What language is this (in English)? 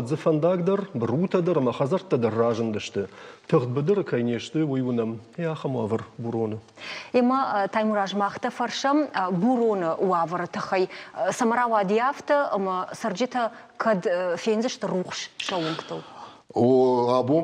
Ossetic